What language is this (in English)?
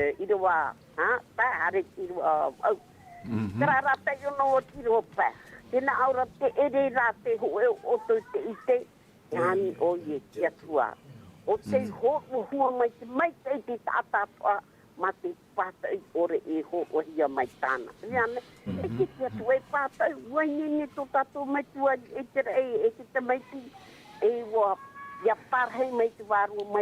Tahitian